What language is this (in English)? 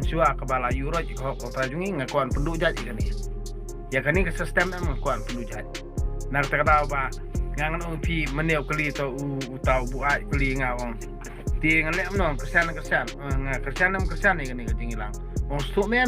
Khasi